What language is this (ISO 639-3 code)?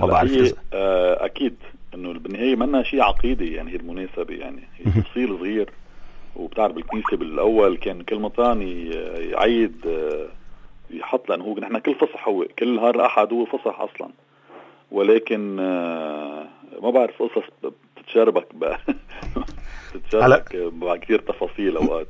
apc